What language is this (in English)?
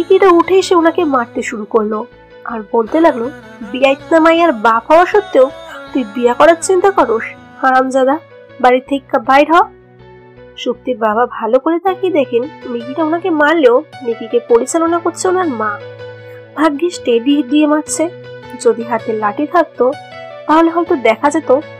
Bangla